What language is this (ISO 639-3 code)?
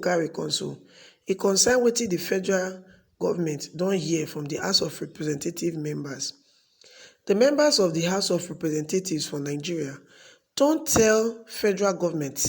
pcm